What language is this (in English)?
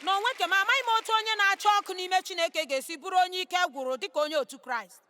Igbo